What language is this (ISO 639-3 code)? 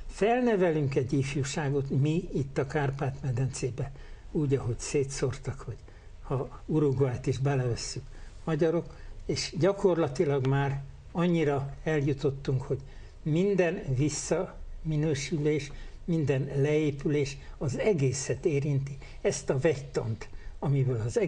hun